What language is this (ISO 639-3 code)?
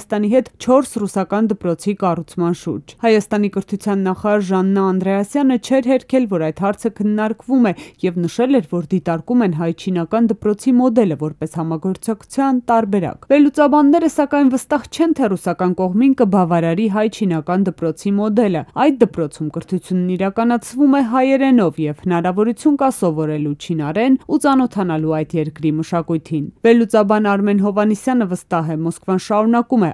hye